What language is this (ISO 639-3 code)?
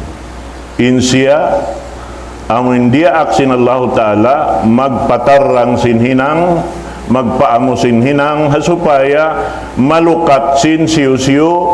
tsg